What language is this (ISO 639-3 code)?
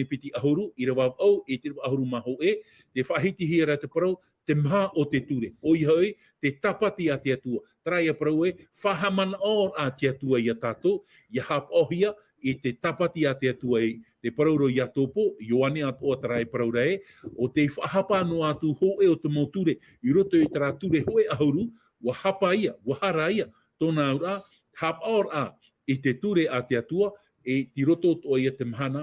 tah